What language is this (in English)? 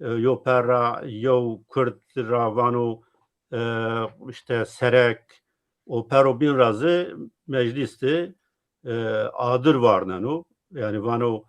Zaza